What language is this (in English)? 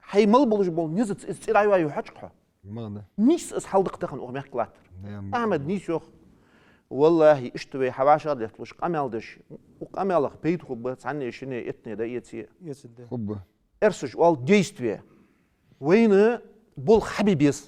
Ingush